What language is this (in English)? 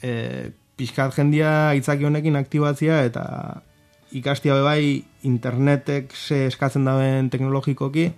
Basque